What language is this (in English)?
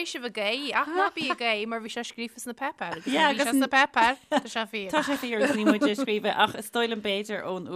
Irish